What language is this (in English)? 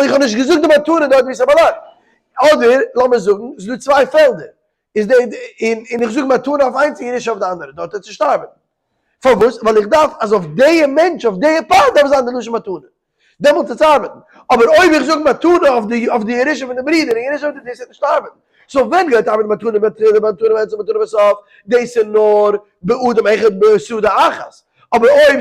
Yiddish